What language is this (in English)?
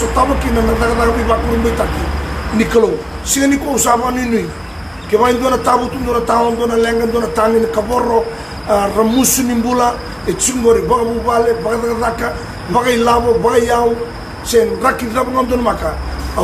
Fijian